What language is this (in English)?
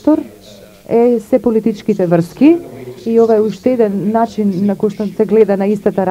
Macedonian